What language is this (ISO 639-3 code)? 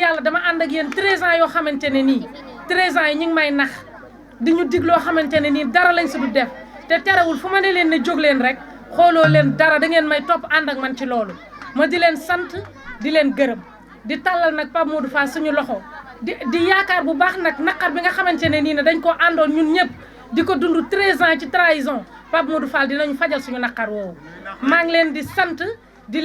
wol